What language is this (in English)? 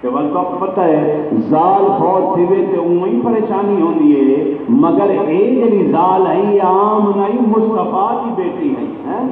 Saraiki